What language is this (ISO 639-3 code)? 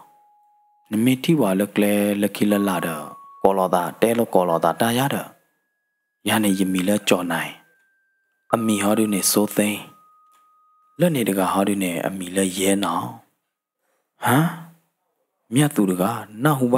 ksw